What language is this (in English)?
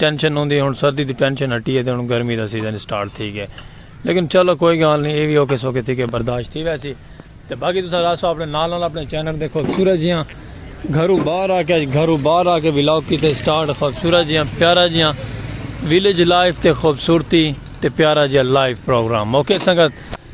Saraiki